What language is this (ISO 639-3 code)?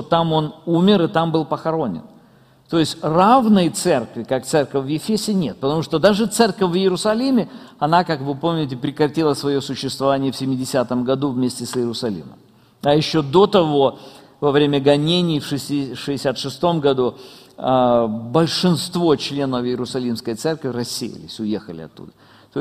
rus